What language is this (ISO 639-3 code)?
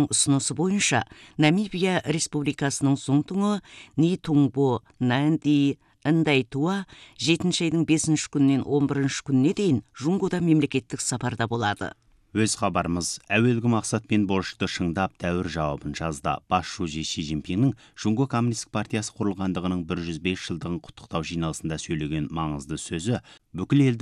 kaz